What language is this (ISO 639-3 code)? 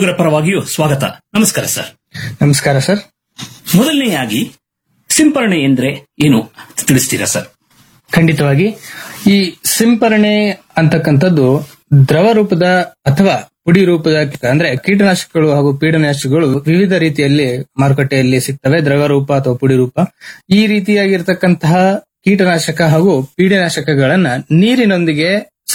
kan